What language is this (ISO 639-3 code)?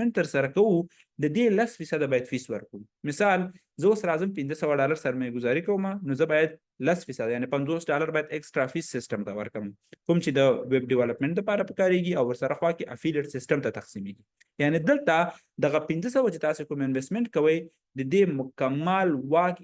pus